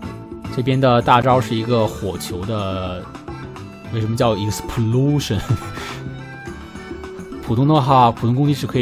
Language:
Chinese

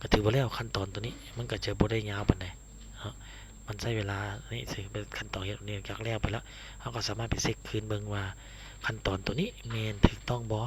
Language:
Lao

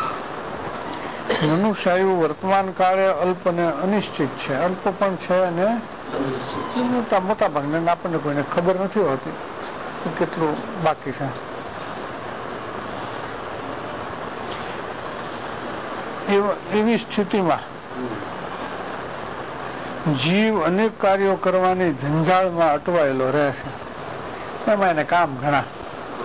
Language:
Gujarati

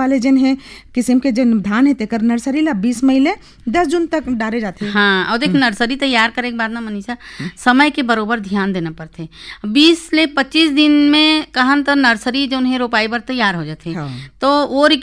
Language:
Chhattisgarhi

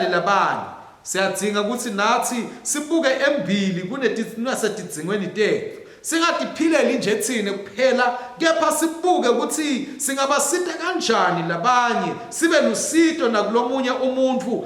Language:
Swati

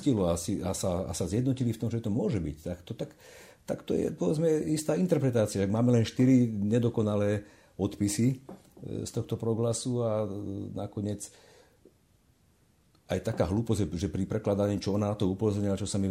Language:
Slovak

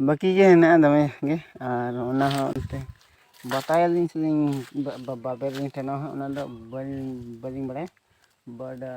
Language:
Santali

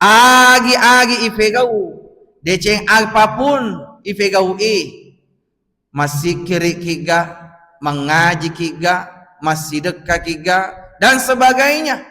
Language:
Buginese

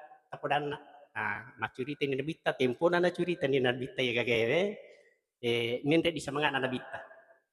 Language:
Buginese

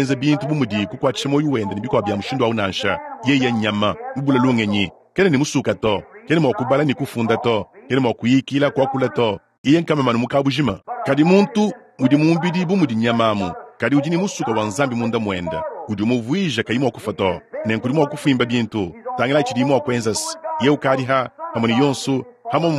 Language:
Luba-Lulua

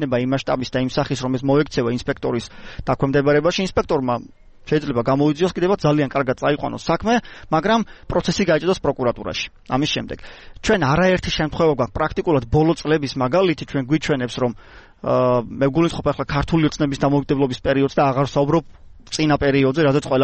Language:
Georgian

